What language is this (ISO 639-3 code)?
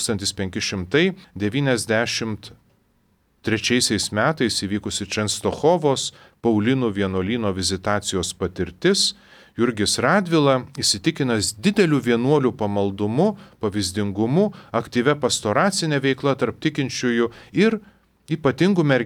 lit